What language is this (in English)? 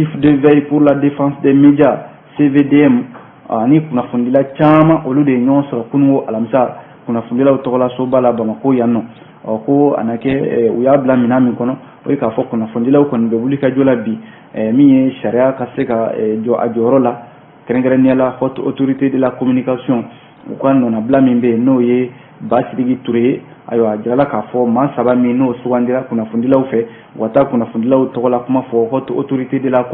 Bambara